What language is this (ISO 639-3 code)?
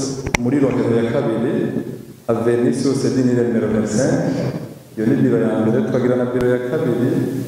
run